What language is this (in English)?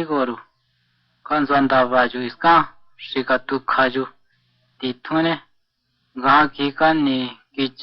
Chiquihuitlán Mazatec